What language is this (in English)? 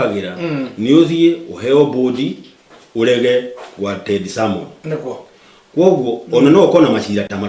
Kikuyu